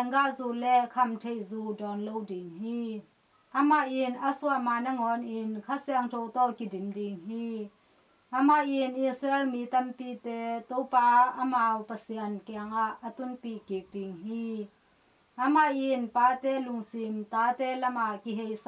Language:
Tedim Chin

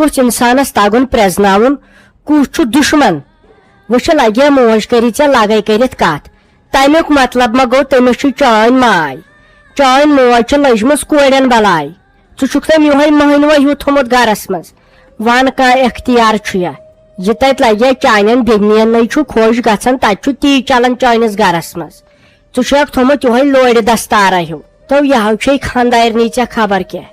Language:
Kashmiri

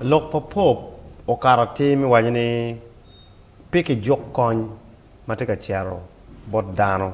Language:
Acoli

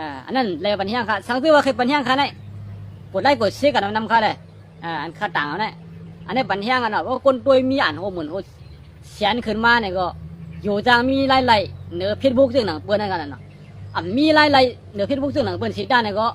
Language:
Shan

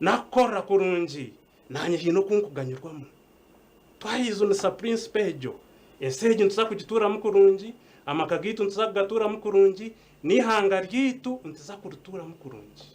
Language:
Nyankole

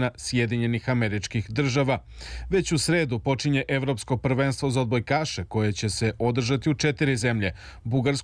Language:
Serbian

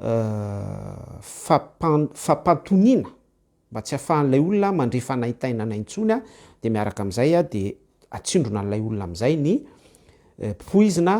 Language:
Malagasy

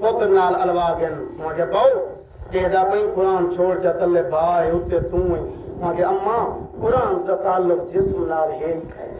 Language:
Saraiki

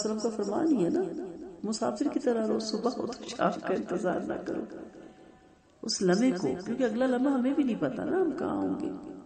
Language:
Urdu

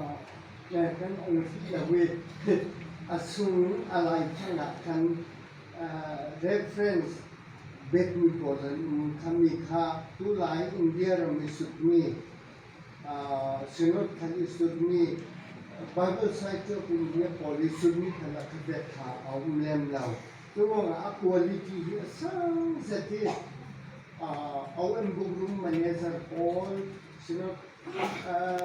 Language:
Falam Chin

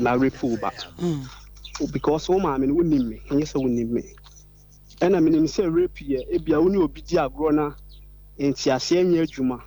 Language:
Akan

